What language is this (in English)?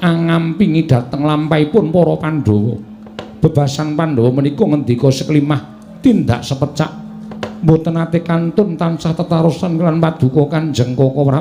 Javanese